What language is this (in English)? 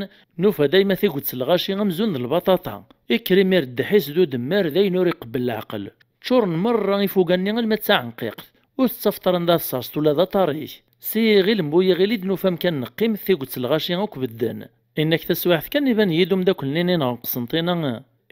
Kabyle